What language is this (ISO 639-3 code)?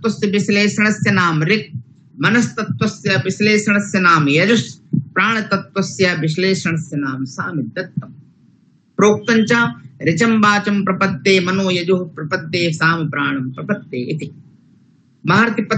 san